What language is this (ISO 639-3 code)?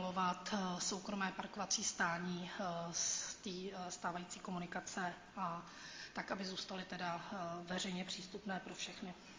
ces